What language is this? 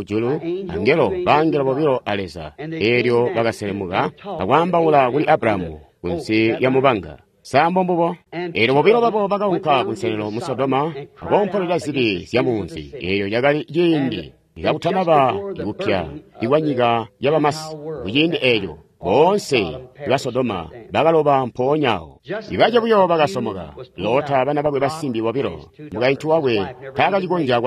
Tonga (Zambia)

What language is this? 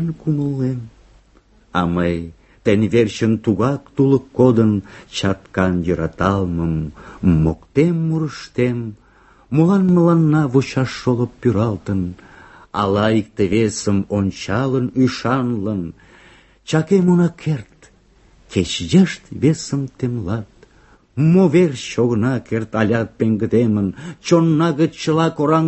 Mari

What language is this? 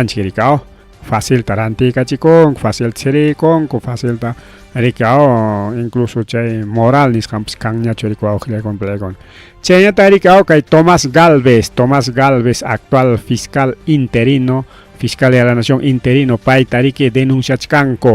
Ayacucho Quechua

